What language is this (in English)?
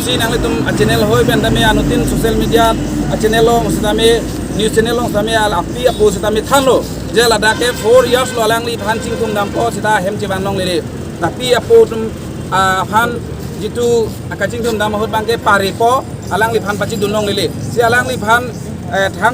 Karbi